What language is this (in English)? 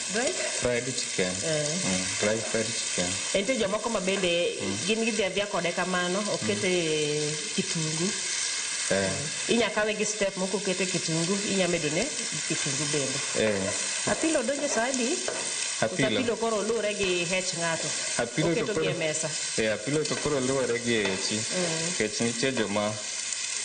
Luo (Kenya and Tanzania)